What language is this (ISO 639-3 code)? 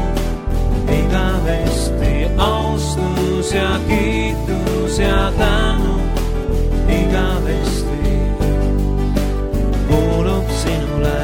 est